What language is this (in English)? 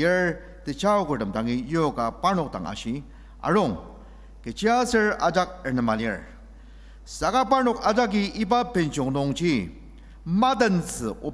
Ao Naga